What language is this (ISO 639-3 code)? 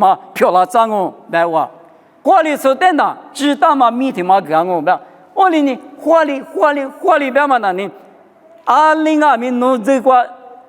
lis